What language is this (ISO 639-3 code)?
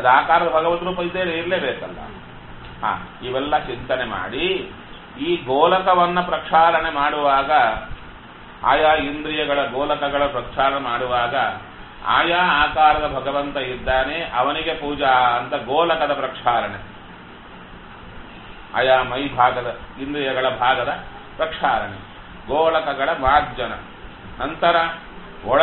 kan